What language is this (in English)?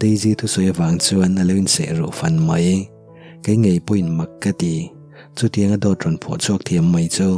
Mizo